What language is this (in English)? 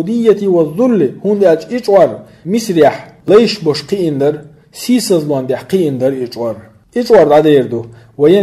Chechen